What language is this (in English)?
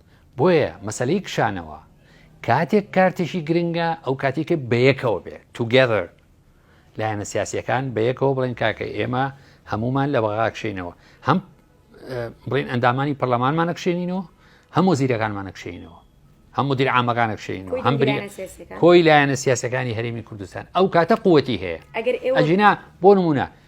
Central Kurdish